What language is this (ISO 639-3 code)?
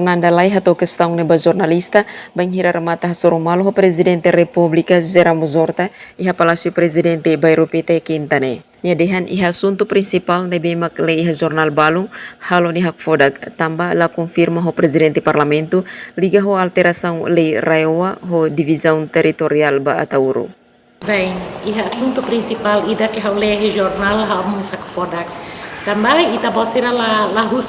tet